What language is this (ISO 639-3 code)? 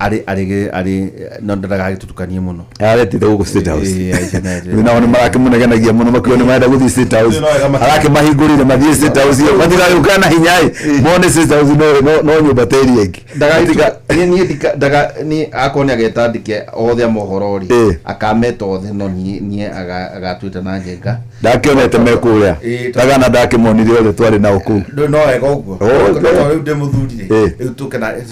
kik